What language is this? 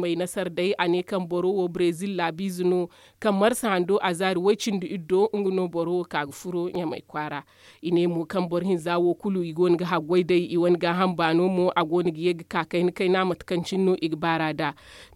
Zarma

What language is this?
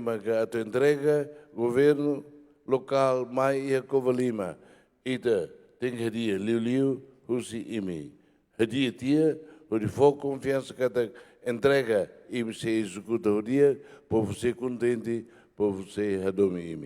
Tetum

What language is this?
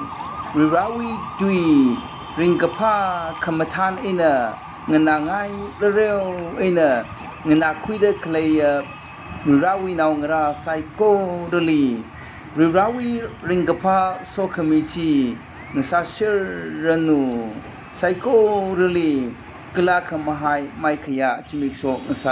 Tangkhul Naga (India)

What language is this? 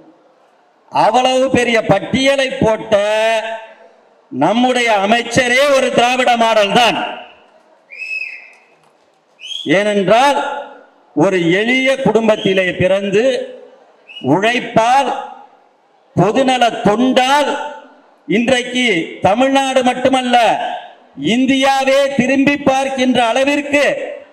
Tamil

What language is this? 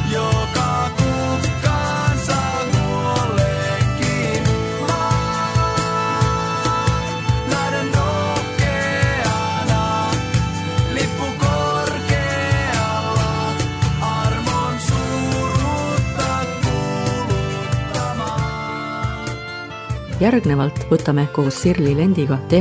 Estonian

